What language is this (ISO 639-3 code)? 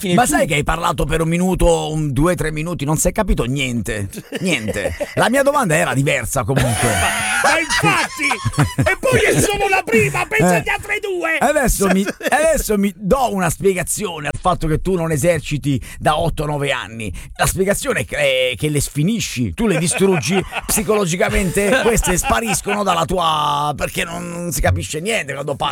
ita